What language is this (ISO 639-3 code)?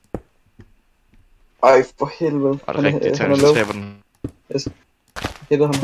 dan